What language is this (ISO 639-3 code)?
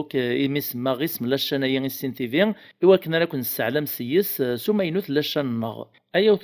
kab